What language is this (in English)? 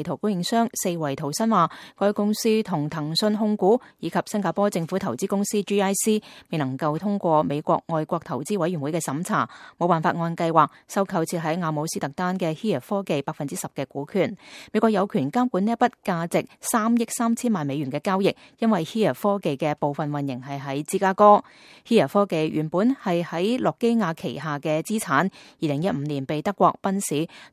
Cantonese